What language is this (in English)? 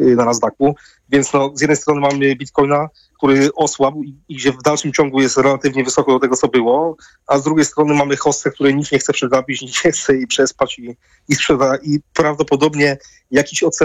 Polish